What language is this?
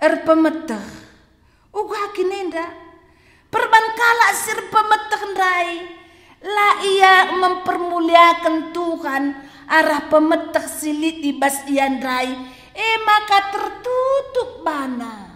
Batak Karo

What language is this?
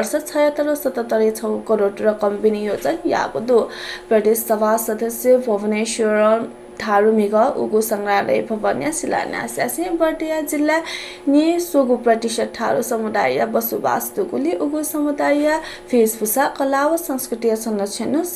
Newari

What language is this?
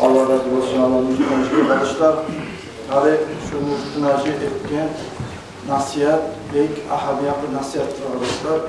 Kumyk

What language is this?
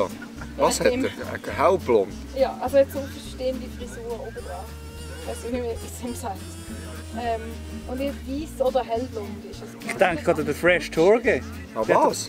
Swiss German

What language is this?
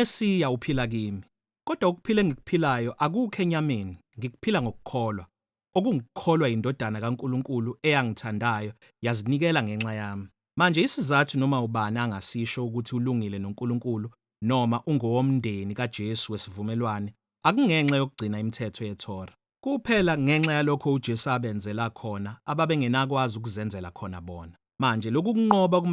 Zulu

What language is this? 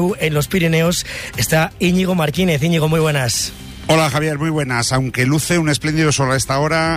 Spanish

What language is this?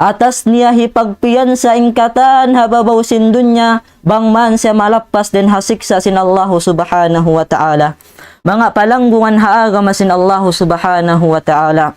Tausug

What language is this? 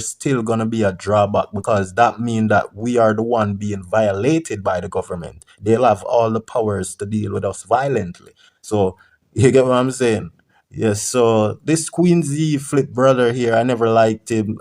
Jamaican Creole English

